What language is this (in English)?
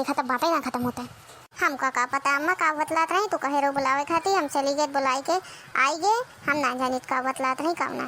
Awadhi